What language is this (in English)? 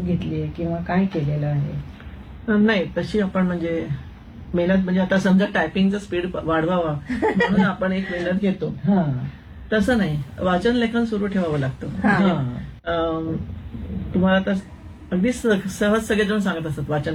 Marathi